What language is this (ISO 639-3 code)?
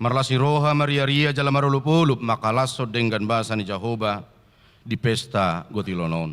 bbc